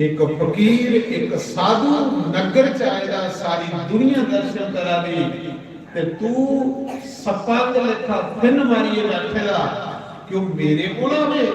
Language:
Dogri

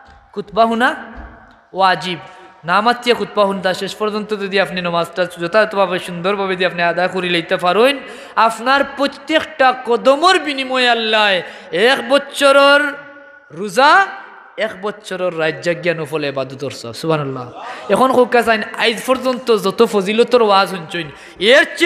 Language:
Sylheti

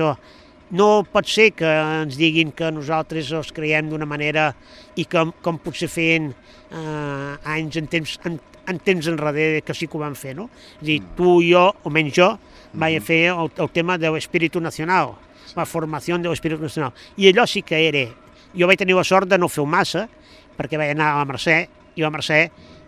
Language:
Catalan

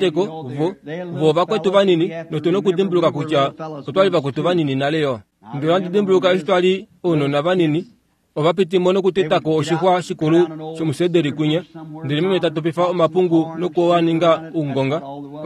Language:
Kuanyama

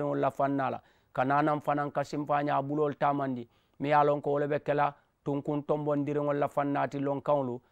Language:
Mandingo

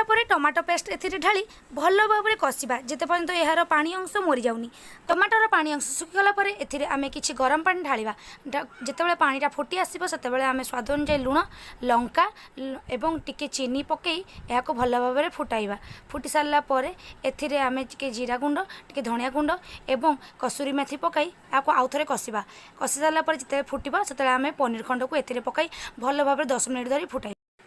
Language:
Odia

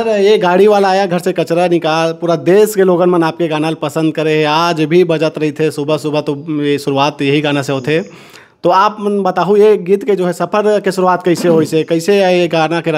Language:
Chhattisgarhi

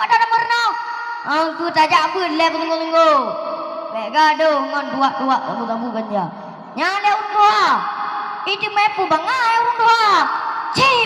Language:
Achinese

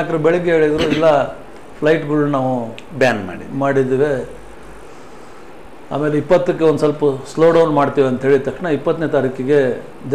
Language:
Kannada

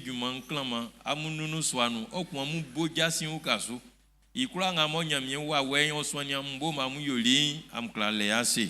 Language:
Baoulé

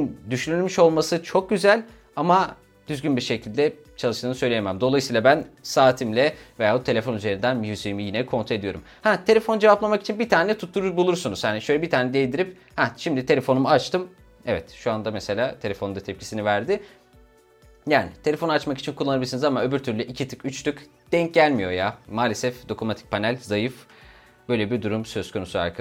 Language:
Turkish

